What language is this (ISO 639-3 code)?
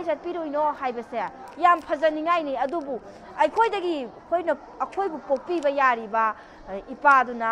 mni